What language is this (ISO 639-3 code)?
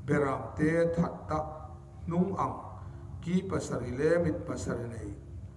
hmr